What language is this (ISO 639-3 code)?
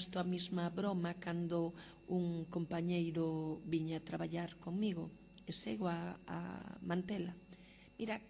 glg